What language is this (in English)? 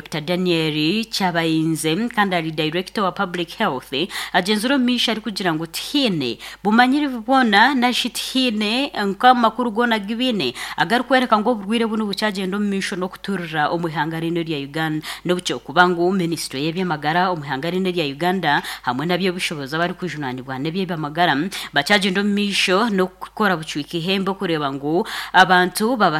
Nyankole